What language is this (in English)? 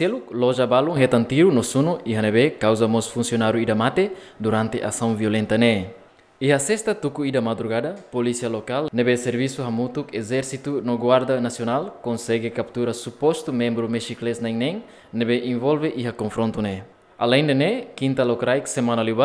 Tetum